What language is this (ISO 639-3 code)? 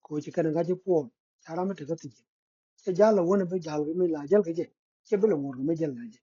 nus